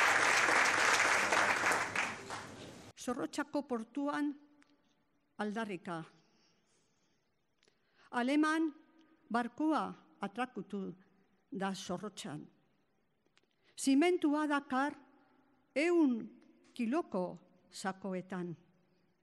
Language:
Basque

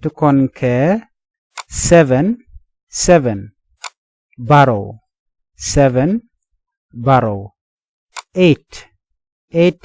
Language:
Nuer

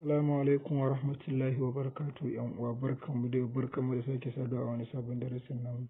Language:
Hausa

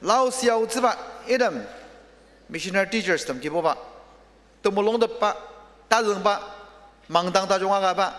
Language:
Ao Naga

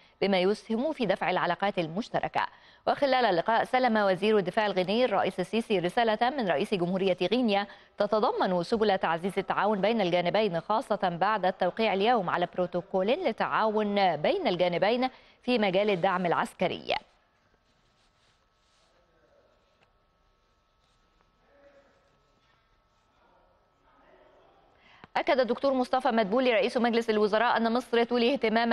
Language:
Arabic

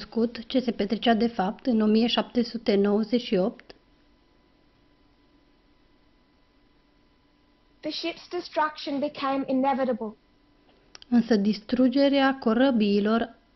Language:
Romanian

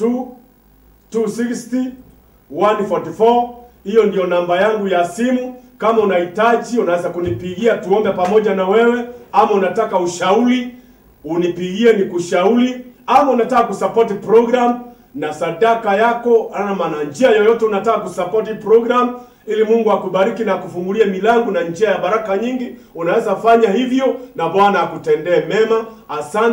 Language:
Swahili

